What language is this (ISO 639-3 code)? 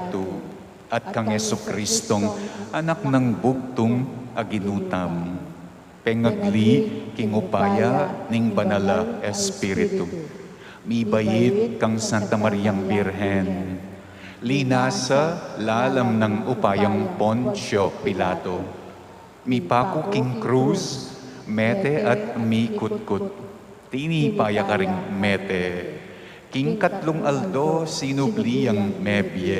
pam